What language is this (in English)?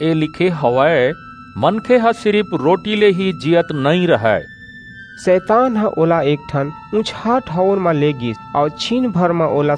Chhattisgarhi